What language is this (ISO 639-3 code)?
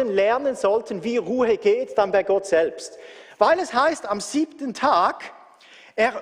gsw